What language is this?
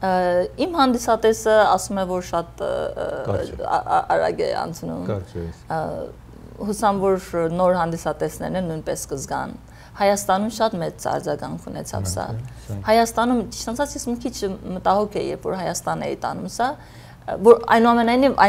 Armenian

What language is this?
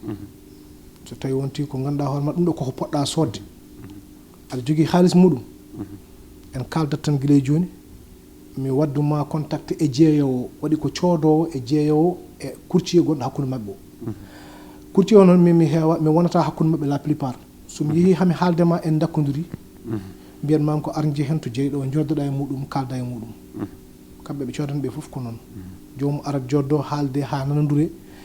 Fula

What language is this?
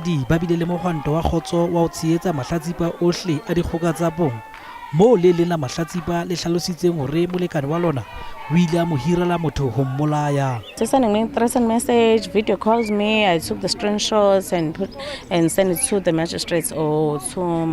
Southern Sotho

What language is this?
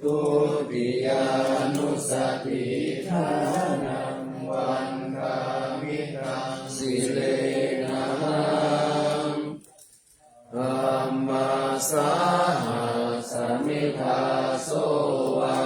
Pali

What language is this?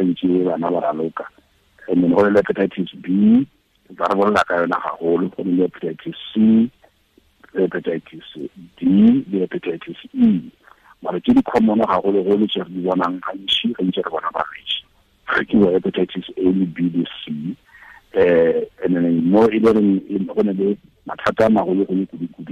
Tswana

